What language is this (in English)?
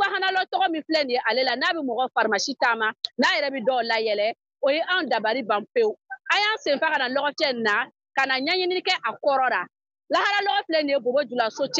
Bambara